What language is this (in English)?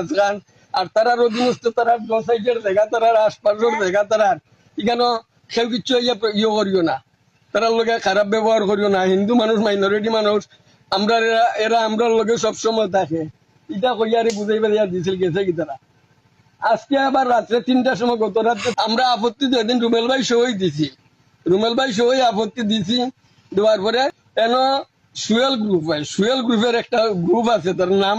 Sylheti